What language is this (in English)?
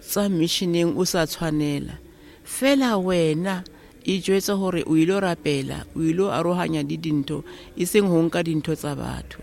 Southern Sotho